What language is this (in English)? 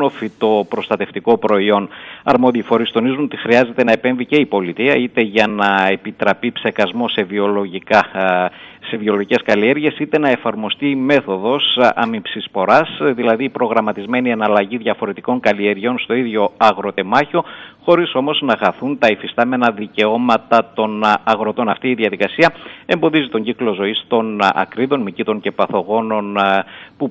Greek